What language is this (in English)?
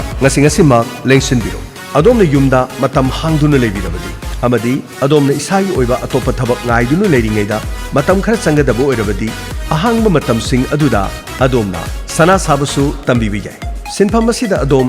Manipuri